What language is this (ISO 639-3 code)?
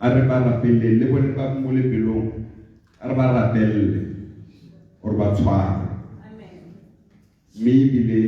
tsn